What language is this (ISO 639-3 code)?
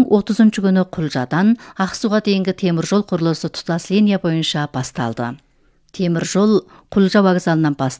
kaz